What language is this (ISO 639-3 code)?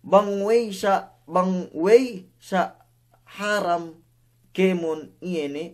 yka